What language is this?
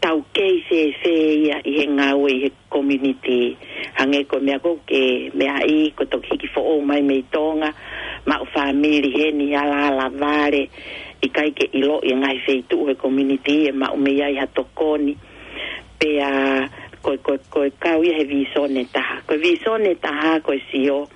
Tongan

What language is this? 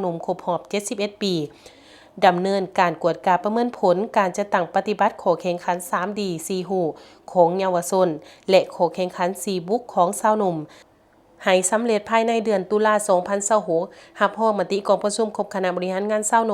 Lao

